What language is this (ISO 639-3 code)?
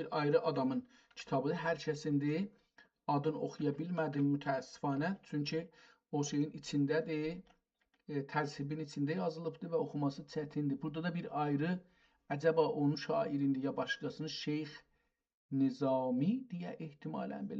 azb